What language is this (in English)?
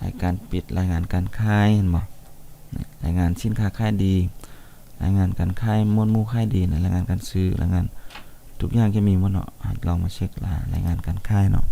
Lao